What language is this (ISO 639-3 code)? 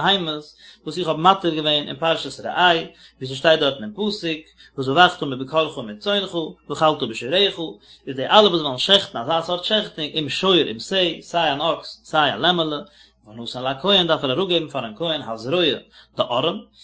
yid